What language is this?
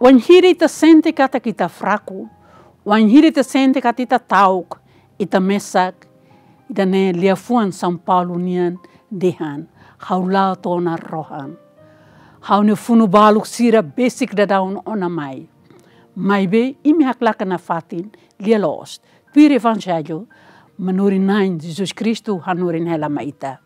Tetum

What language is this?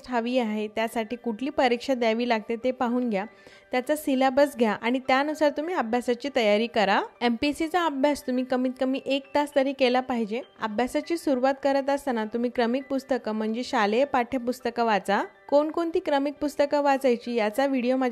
Marathi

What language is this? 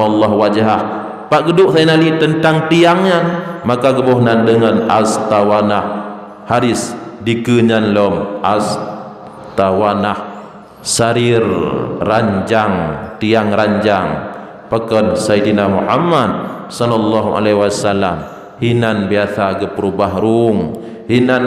Achinese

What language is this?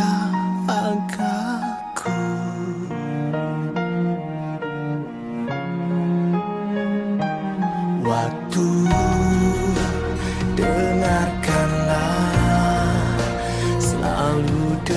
Malay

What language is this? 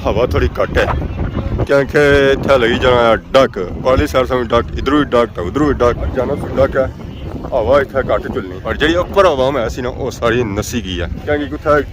Pahari-Potwari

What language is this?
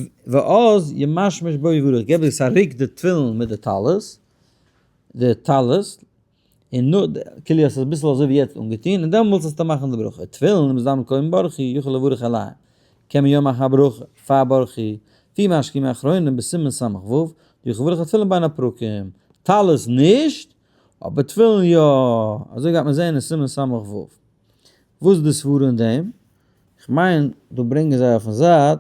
Yiddish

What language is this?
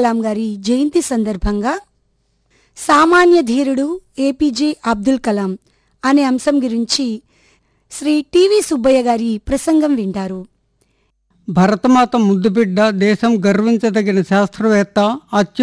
Telugu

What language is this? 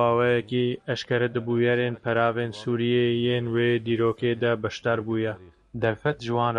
Kurdish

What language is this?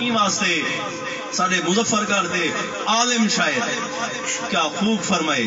Saraiki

